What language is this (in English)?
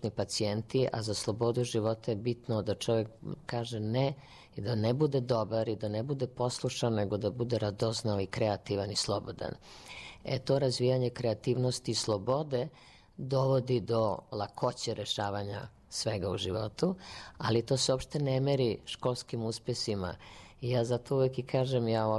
Serbian